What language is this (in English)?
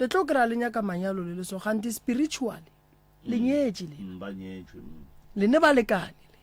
Northern Sotho